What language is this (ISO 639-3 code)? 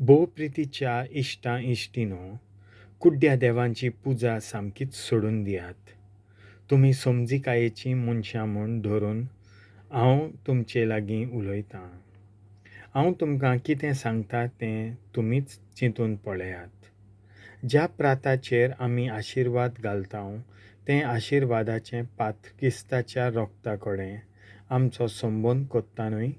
kok